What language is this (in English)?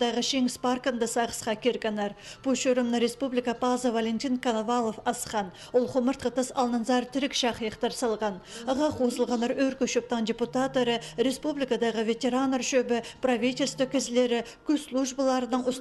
Khakas